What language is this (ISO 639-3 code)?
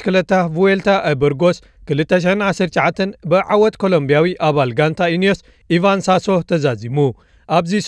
tir